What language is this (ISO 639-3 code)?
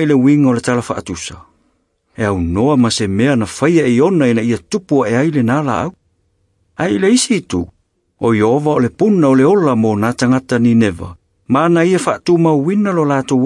smo